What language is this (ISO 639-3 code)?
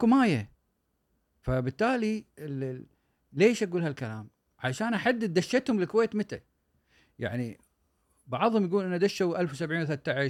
afb